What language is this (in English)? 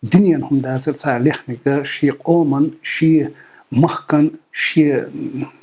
Chechen